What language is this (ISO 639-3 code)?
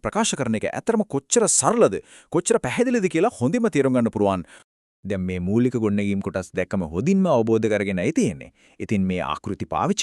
sin